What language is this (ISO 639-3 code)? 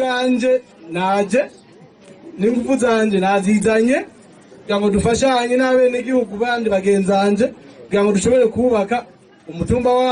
run